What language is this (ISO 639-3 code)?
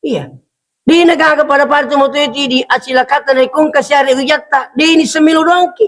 bug